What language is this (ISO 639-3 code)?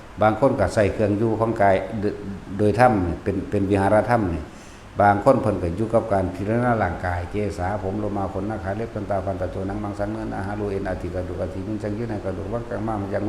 lao